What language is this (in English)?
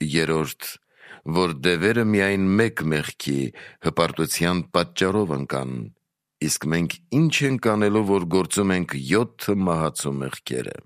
Armenian